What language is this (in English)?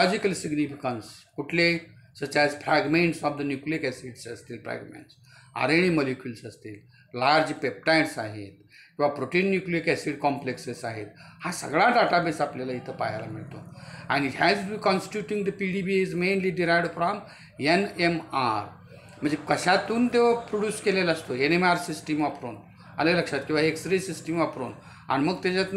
Marathi